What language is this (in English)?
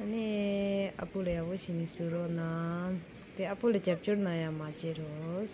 Tibetan